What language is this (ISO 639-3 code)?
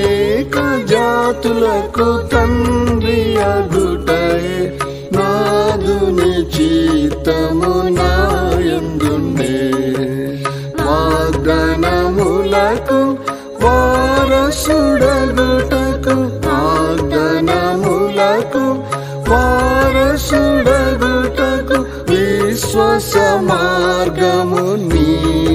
tel